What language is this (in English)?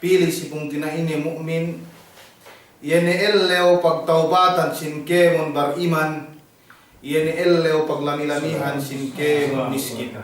Yakan